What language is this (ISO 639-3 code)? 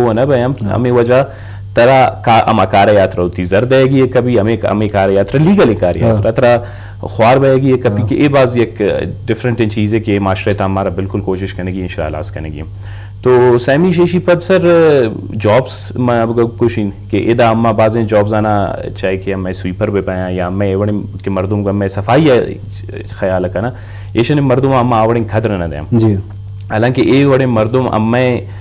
bgp